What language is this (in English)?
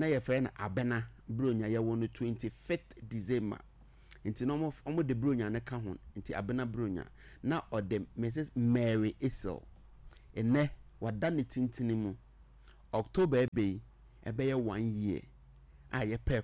Akan